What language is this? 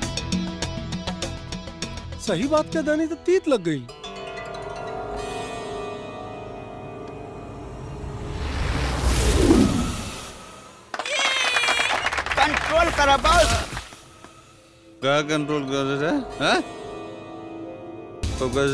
Bhojpuri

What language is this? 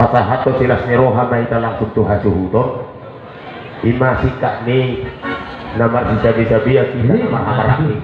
Batak Toba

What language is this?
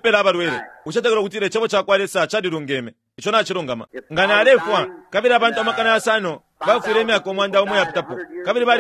Bemba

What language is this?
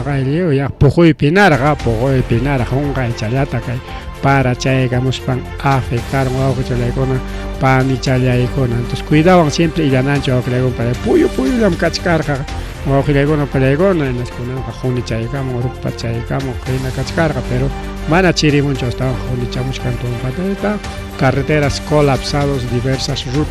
Ayacucho Quechua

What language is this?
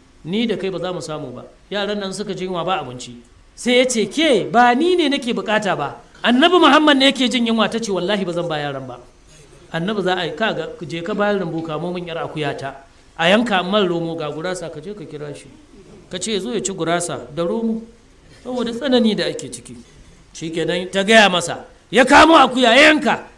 Hausa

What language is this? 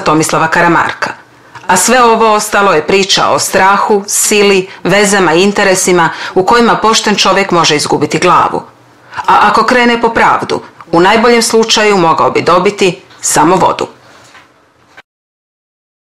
Croatian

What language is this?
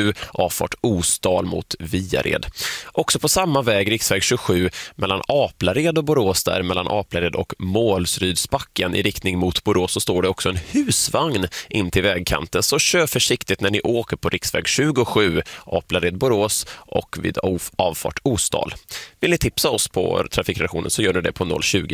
Swedish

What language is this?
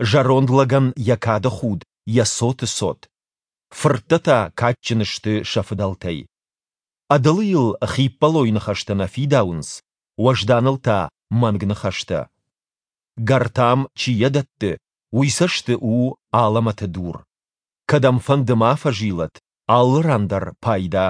Ossetic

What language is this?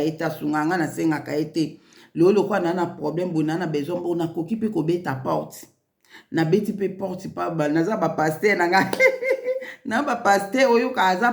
Lingala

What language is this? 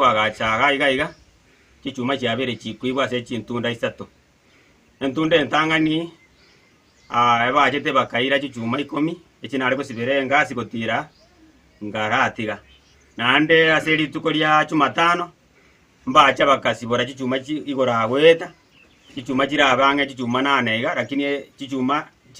Gusii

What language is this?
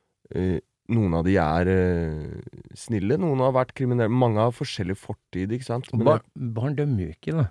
Norwegian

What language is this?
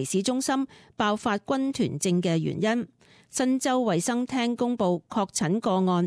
Cantonese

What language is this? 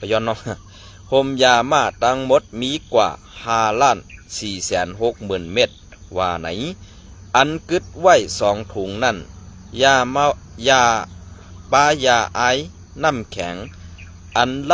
Shan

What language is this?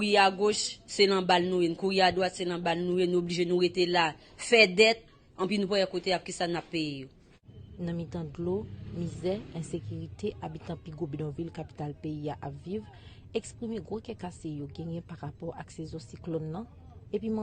Haitian Creole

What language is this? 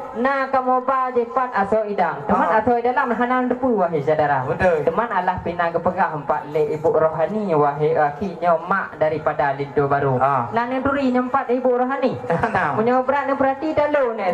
Achinese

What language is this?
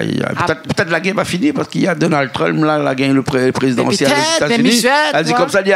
Réunion Creole French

